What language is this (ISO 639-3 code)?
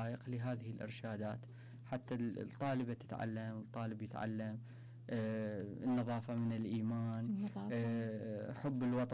acm